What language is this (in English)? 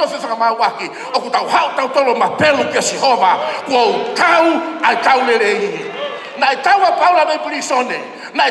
Tongan